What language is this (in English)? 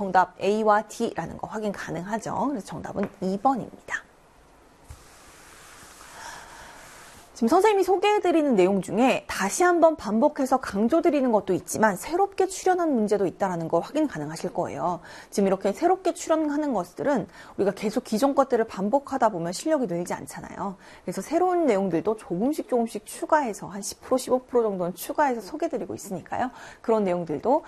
Korean